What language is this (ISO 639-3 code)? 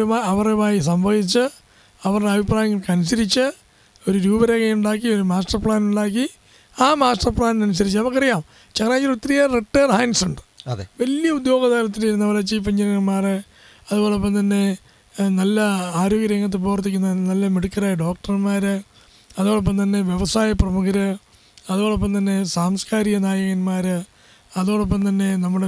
mal